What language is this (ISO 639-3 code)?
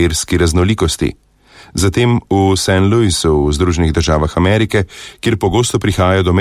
slv